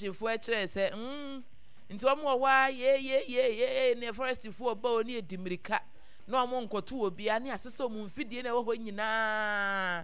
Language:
Akan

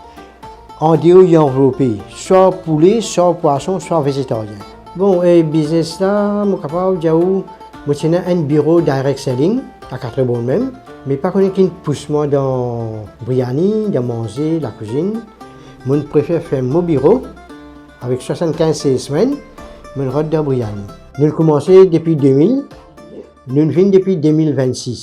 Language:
Morisyen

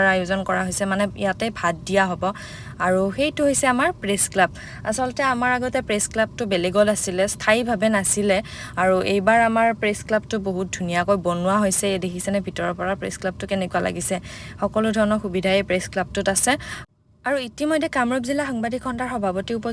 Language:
Assamese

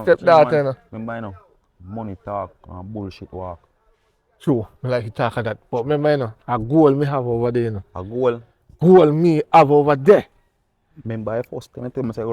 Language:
Jamaican Creole English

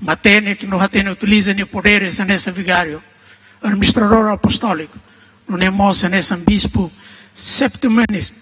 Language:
Tetum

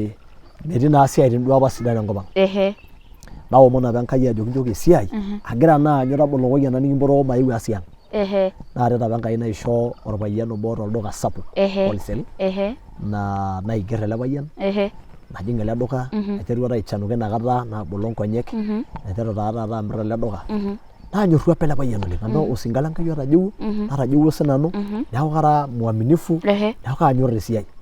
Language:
Masai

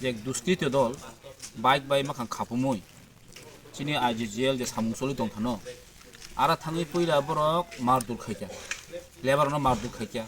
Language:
Kok Borok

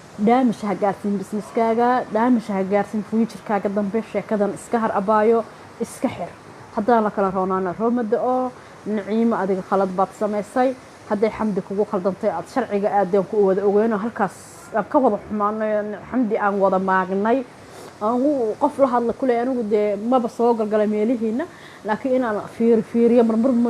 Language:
Somali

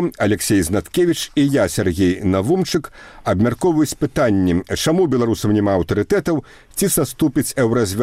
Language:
Belarusian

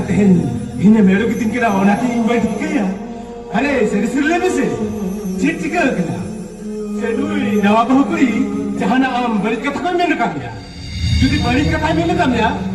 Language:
Santali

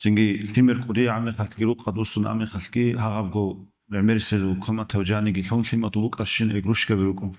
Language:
Avaric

